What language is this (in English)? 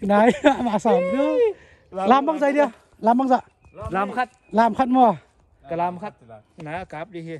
Tedim Chin